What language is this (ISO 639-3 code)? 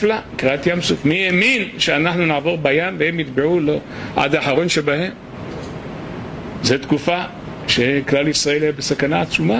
heb